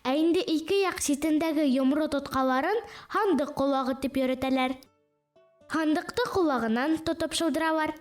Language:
Bashkir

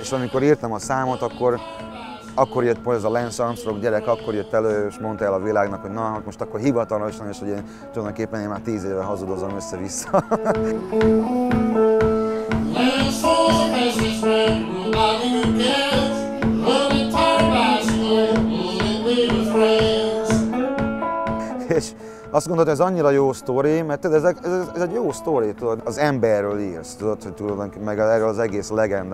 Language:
Hungarian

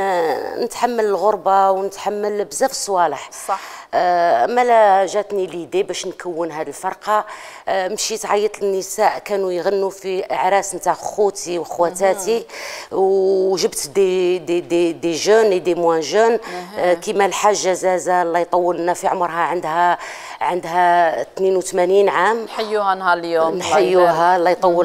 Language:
Algerian Arabic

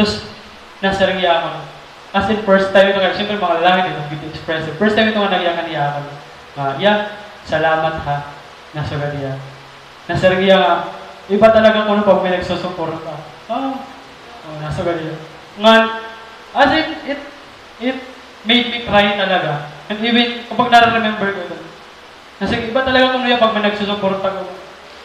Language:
Waray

